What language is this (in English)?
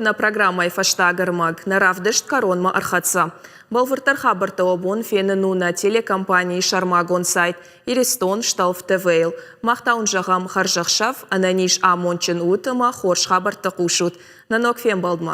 Ossetic